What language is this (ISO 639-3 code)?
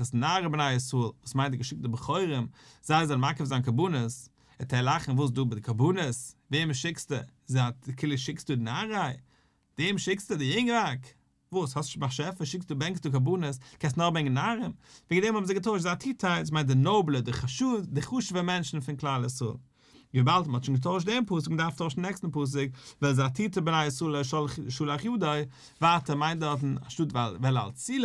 yid